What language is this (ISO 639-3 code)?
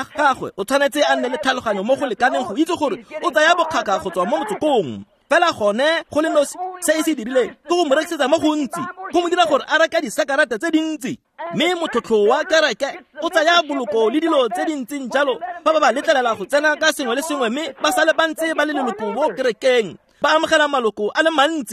tsn